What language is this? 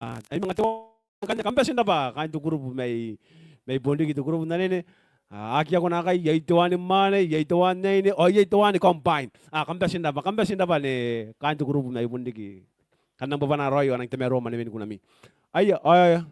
Gilbertese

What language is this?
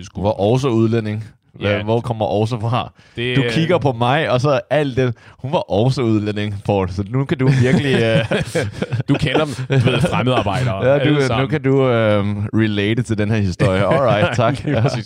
Danish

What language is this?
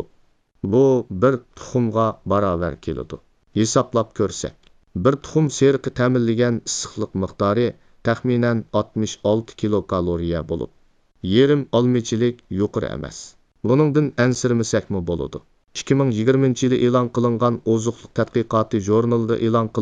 Uyghur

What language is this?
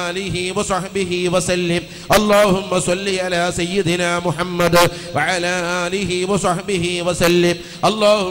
Malayalam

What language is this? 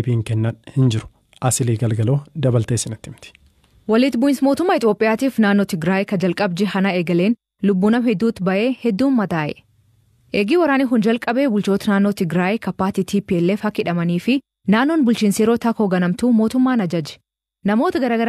Oromo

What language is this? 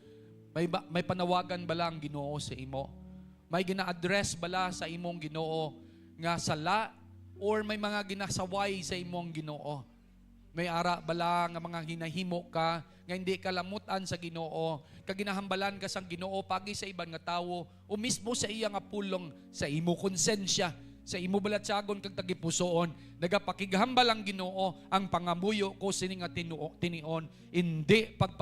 Hiligaynon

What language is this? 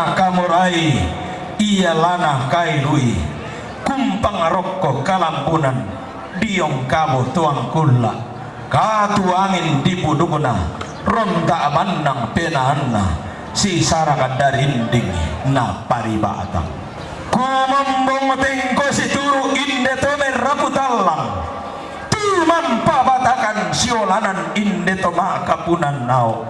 Toraja-Sa'dan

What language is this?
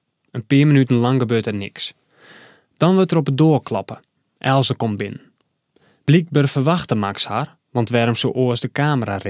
Western Frisian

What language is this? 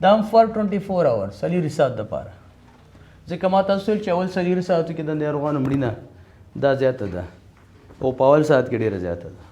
Pashto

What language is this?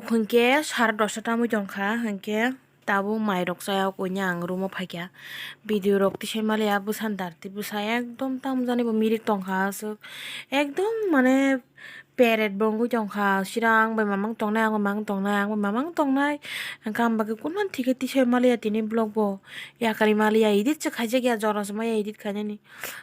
Kok Borok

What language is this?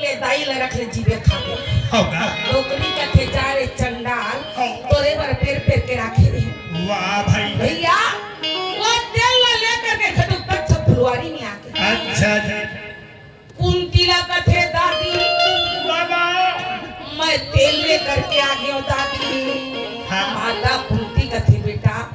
Chhattisgarhi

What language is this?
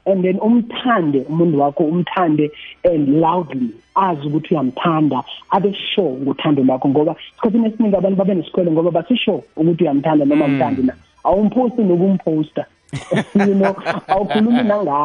South Ndebele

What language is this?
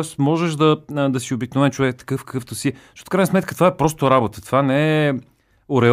Bulgarian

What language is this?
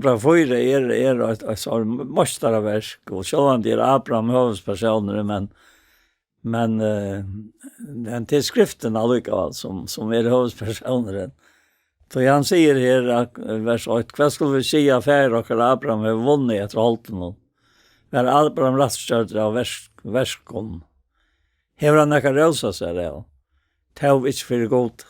Faroese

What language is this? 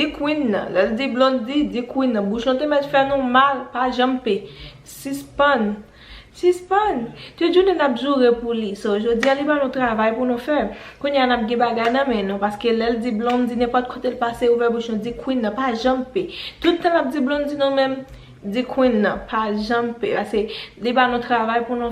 Haitian Creole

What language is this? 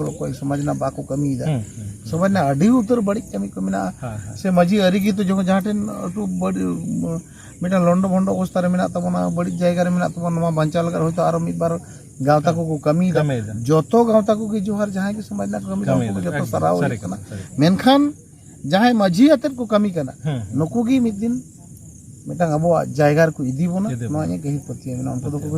Santali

